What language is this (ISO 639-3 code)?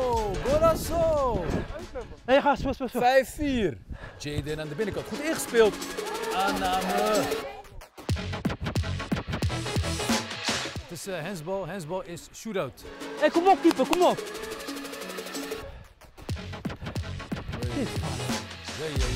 nld